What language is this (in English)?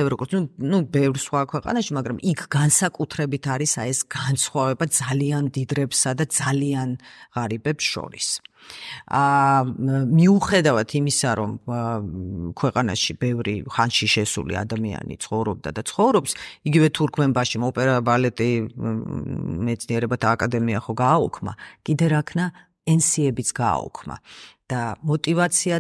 Georgian